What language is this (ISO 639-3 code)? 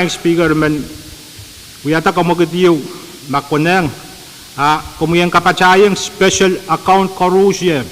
pon